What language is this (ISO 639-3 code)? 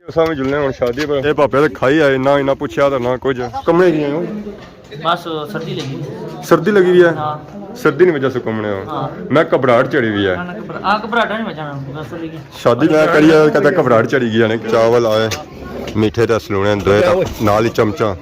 phr